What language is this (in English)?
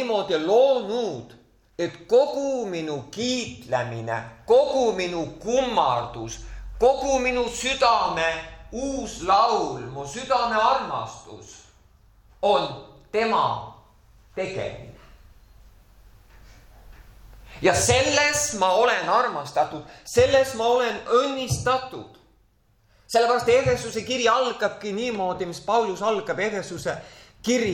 Estonian